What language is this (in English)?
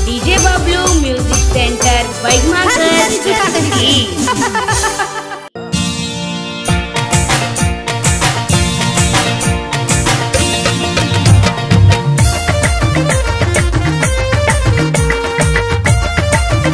Sadri